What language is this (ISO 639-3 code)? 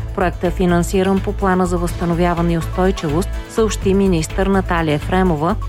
bul